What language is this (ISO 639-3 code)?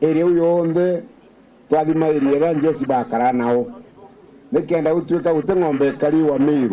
mer